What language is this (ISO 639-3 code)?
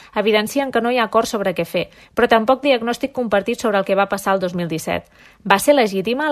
cat